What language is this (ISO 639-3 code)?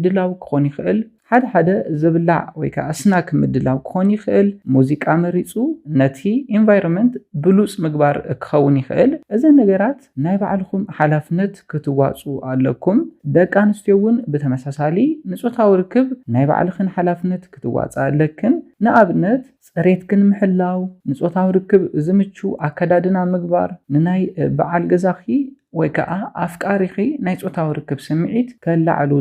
tir